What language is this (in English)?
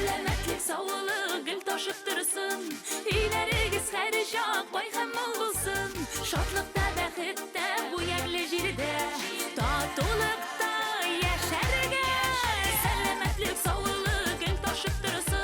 Bashkir